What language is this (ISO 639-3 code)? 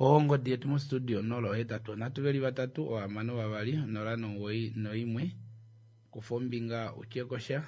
kua